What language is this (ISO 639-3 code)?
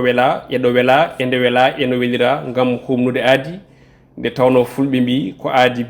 ful